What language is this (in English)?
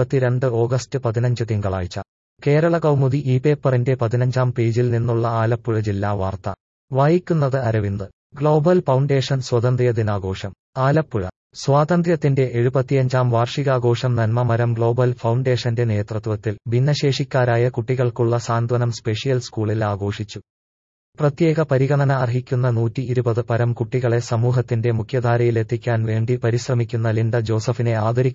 Malayalam